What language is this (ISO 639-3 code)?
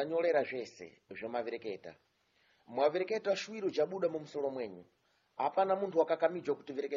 seh